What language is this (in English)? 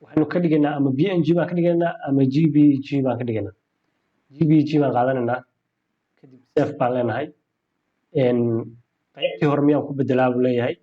Somali